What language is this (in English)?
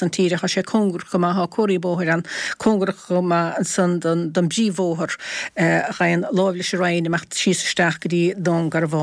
Irish